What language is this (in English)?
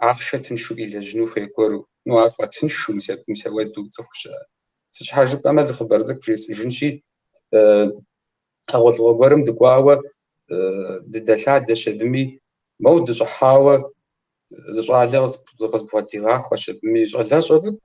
Kabardian